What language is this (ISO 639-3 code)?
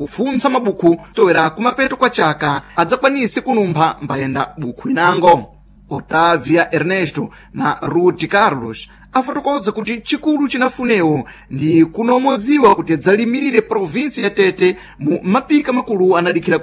seh